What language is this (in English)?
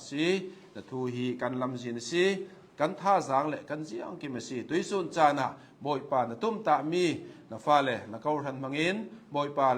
Hakha Chin